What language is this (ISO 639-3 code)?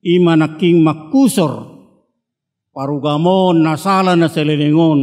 bbc